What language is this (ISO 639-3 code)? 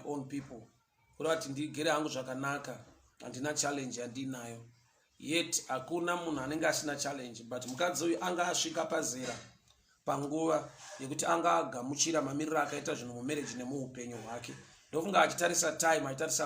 sna